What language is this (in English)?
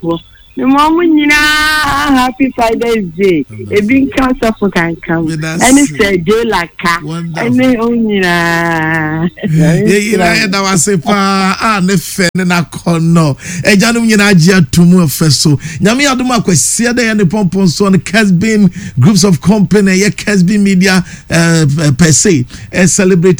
Akan